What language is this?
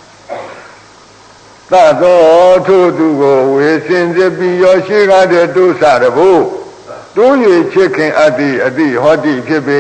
Burmese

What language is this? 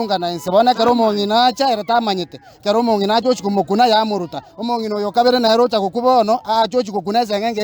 Gusii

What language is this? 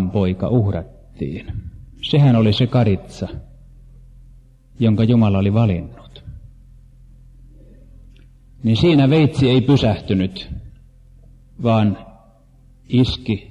Finnish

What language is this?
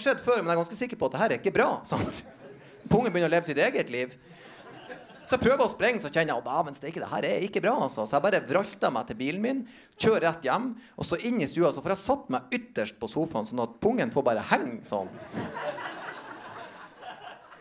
Norwegian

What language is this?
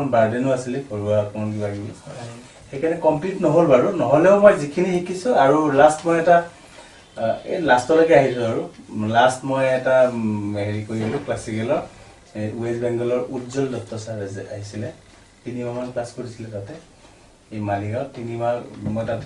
Assamese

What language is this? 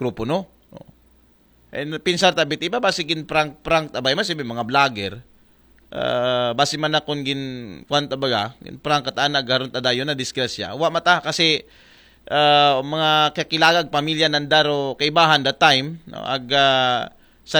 Aklanon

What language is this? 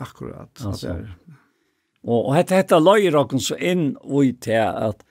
Faroese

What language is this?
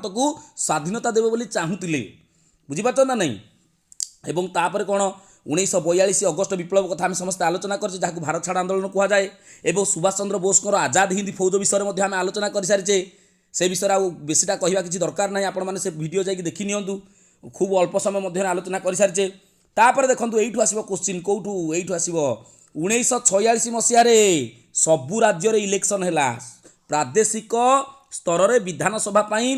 Odia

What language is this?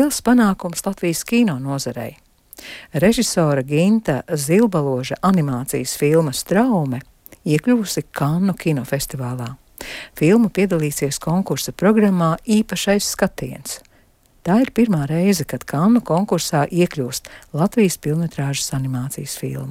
Latvian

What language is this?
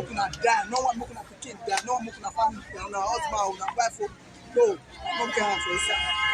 Nigerian Pidgin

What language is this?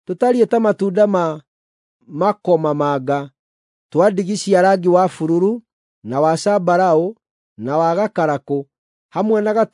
Kikuyu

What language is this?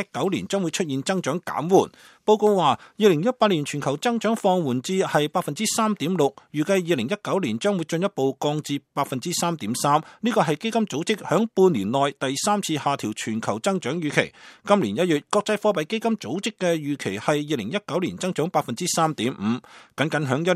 Cantonese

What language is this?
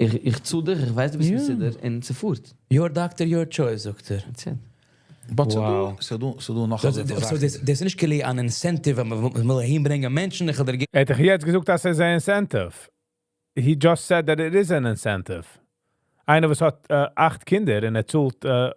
Yiddish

